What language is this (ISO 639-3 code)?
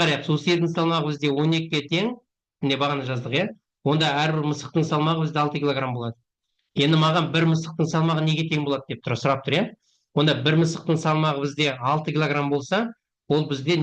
kaz